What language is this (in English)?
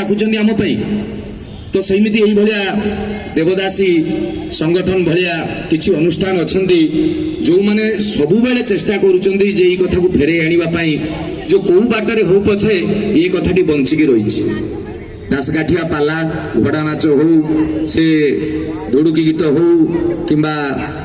Odia